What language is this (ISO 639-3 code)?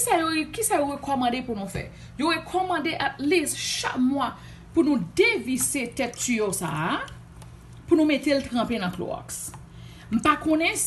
hat